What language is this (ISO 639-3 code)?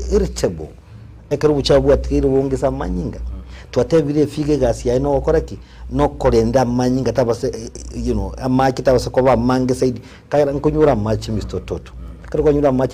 guz